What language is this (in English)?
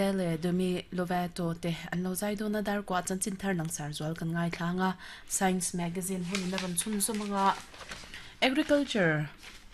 Mizo